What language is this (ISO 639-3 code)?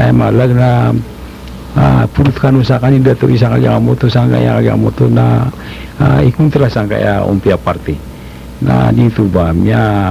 mrw